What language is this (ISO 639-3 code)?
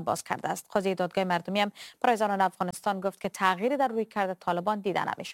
fas